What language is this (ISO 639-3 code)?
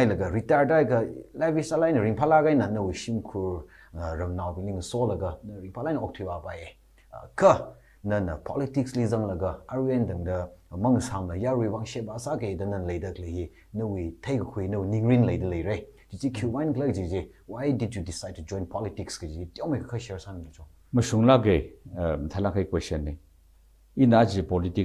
nmf